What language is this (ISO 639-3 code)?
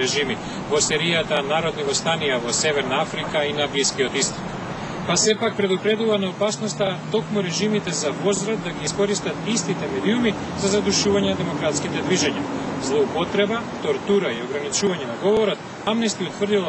mkd